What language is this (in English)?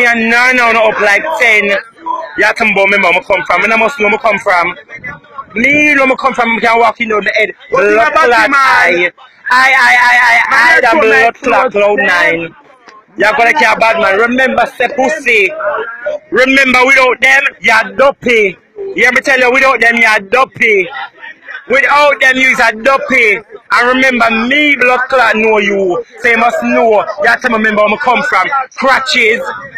Jamaican Creole English